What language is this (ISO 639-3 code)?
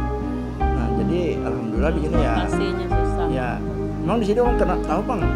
bjn